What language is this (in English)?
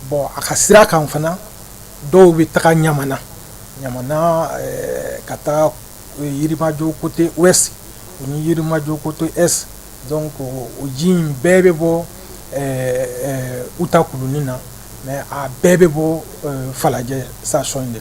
Bambara